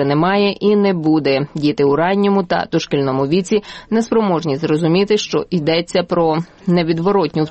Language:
Ukrainian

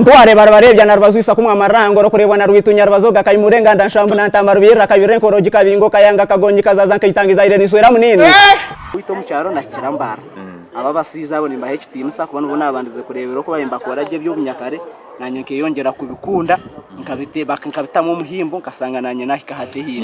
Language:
Nyankole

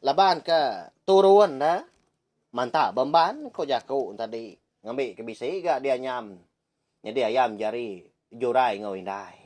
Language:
Iban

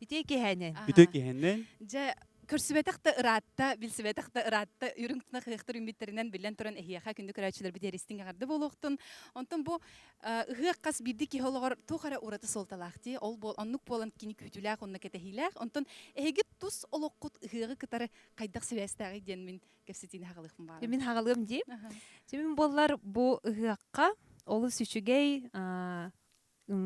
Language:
Yakut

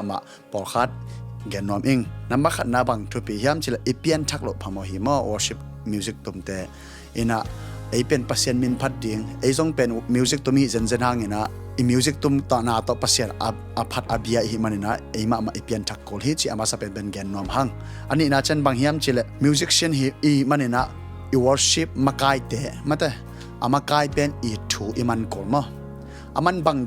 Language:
Tedim Chin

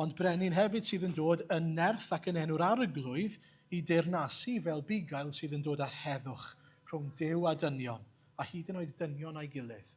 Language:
Welsh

